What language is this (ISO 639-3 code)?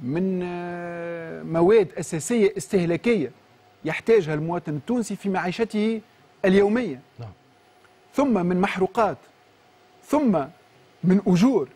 aeb